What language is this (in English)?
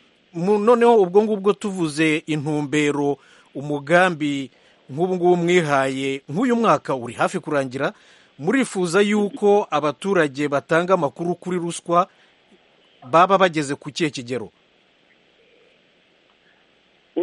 Kinyarwanda